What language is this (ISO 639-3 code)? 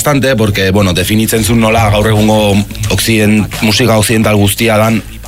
eus